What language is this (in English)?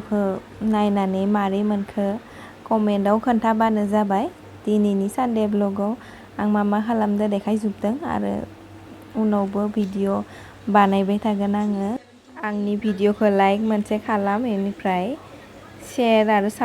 Bodo